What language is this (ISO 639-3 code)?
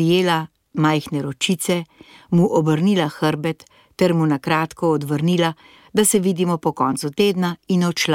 slv